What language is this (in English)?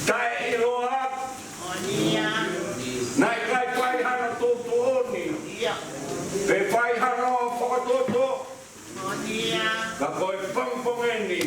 Tongan